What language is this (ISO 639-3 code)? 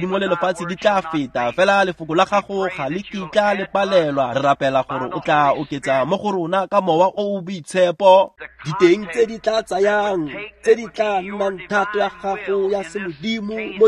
tsn